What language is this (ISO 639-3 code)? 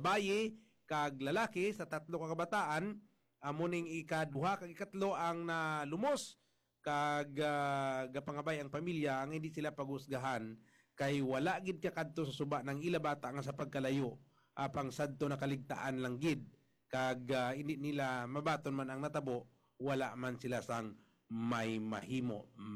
hil